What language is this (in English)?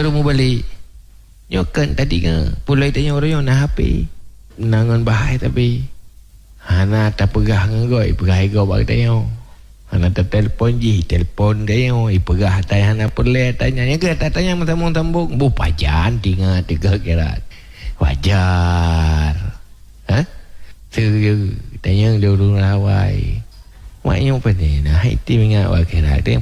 Achinese